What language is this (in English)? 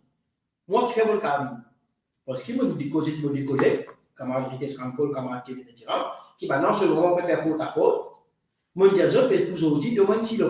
Morisyen